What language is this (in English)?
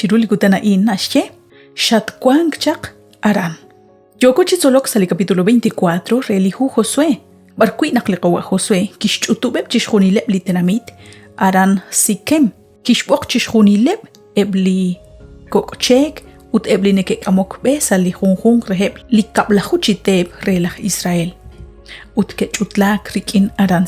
Kekchí